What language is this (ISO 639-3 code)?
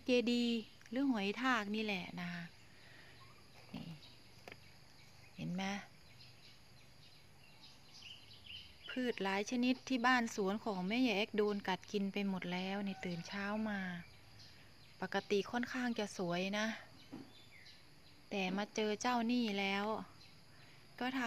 tha